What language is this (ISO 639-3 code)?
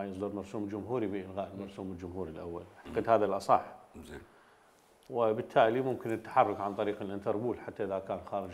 acm